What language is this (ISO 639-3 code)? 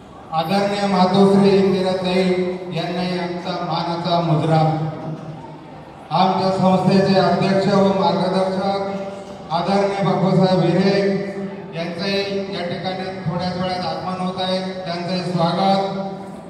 mar